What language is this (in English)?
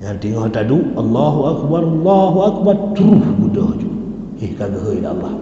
Achinese